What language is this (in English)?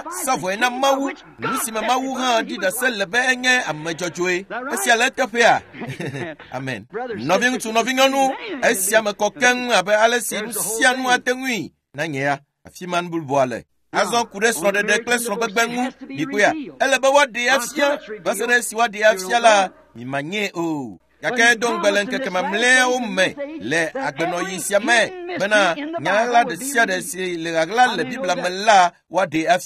Ewe